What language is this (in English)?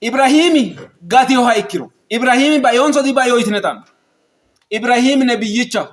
Sidamo